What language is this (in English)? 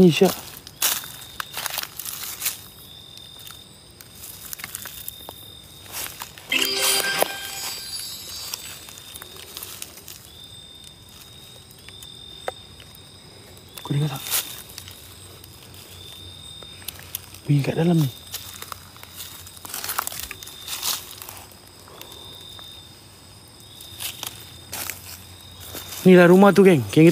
Malay